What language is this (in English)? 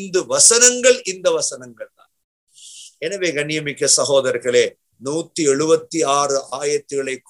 Tamil